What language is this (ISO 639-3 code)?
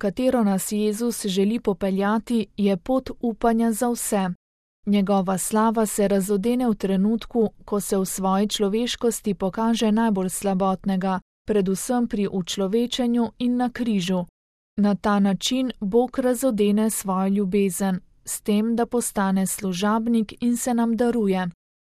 slv